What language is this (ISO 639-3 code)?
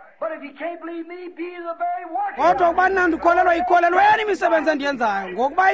xho